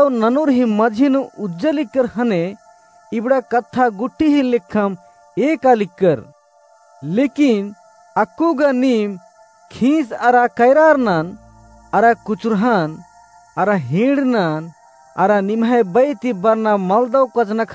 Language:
Kurukh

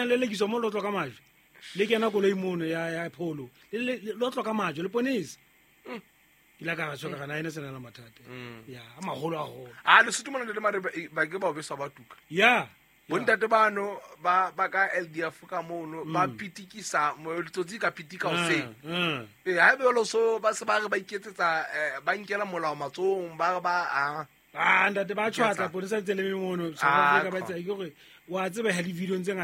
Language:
Southern Sotho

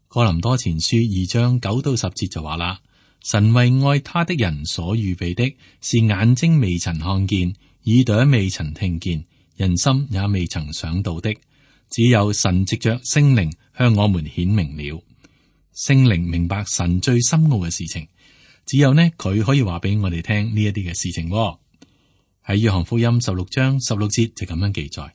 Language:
Cantonese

